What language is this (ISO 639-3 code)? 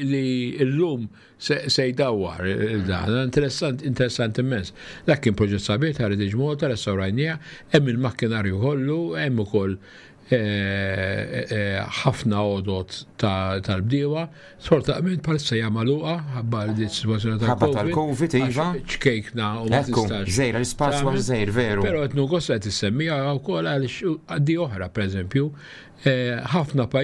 mlt